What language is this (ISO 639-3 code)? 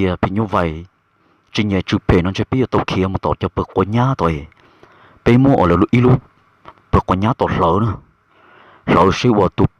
hmn